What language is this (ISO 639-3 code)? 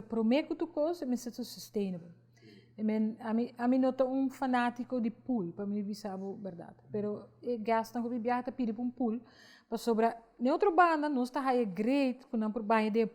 pap